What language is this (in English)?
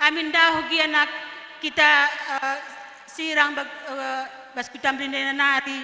Batak Karo